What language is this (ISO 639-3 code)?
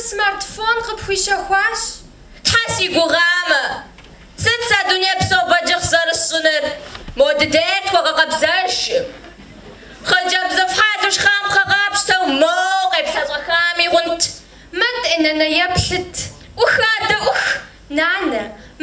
kbd